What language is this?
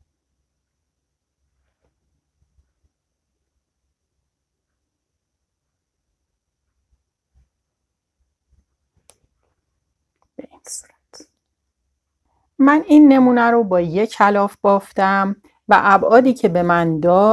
Persian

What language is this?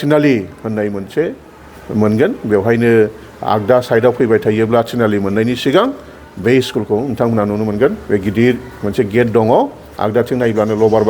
Bodo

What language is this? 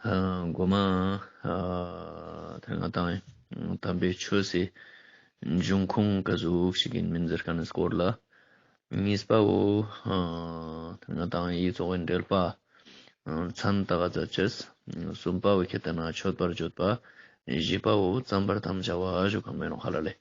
Ladakhi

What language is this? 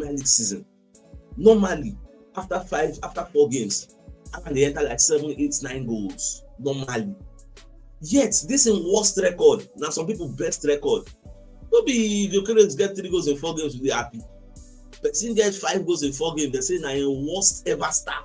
Nigerian Pidgin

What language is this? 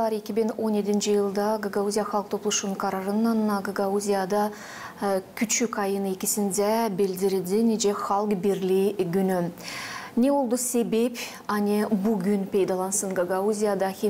Gagauz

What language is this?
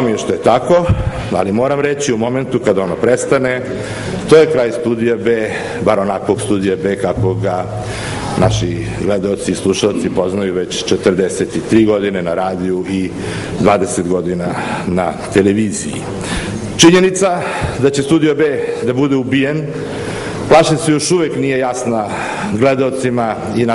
Serbian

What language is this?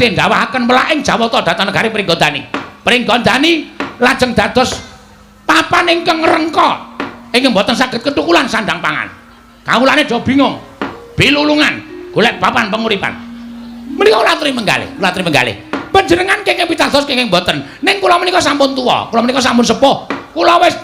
Javanese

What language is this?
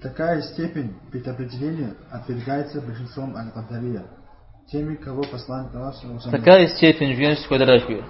Kabardian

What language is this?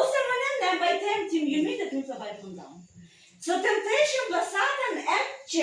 Tok Pisin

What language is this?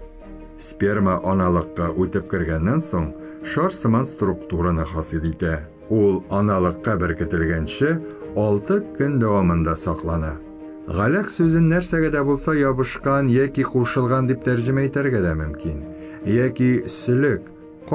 Tatar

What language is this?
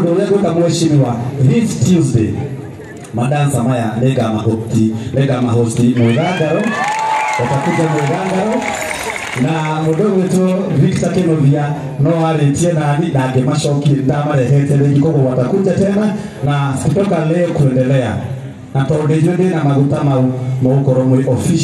Kikuyu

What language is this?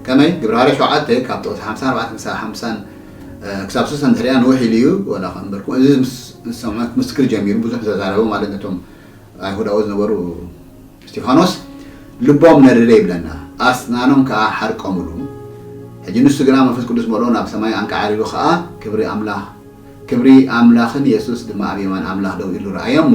Tigrinya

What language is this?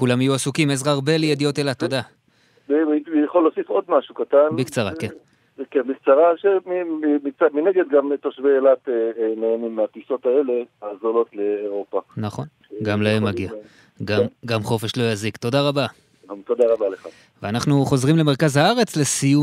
Hebrew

